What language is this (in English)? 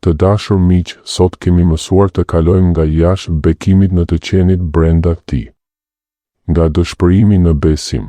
Albanian